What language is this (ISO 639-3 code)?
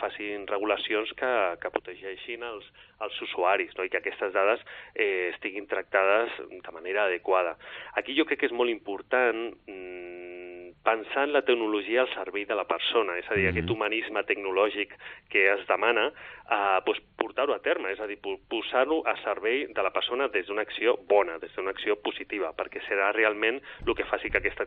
cat